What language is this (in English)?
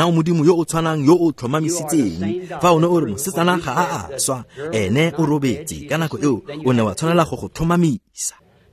Tswana